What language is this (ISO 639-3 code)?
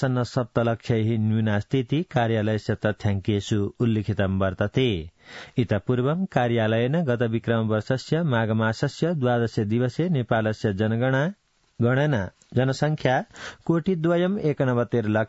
san